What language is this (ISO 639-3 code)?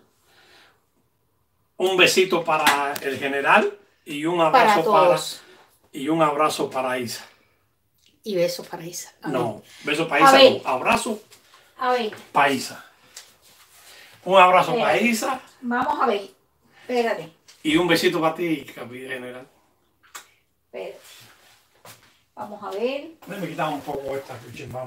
spa